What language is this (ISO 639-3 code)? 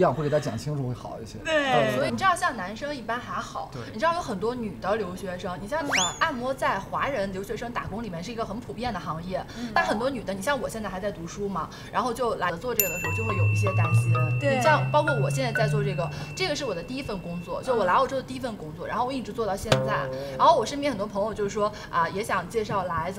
zho